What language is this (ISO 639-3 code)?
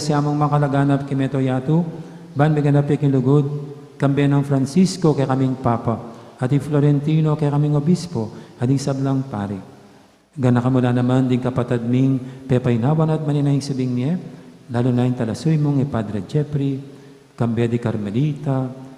pam